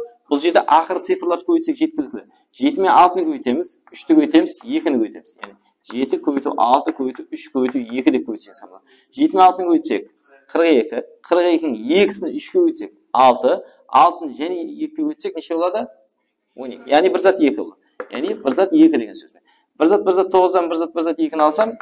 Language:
Kara-Kalpak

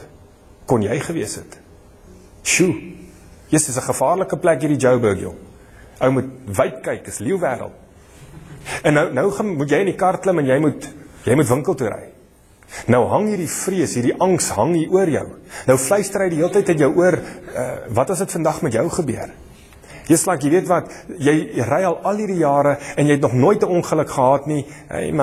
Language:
Afrikaans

